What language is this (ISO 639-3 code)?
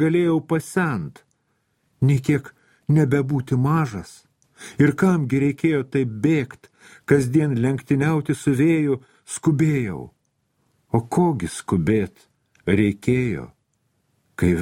lit